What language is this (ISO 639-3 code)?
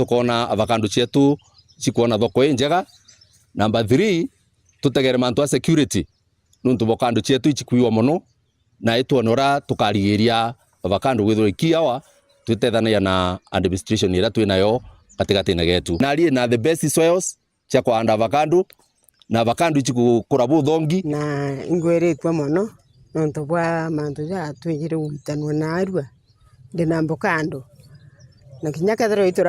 mer